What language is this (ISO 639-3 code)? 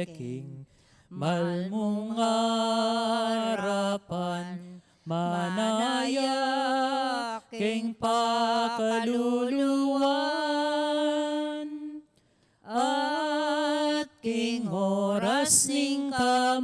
pam